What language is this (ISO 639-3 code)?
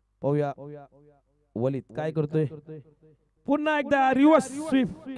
mar